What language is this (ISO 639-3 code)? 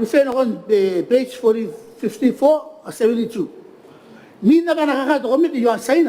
gil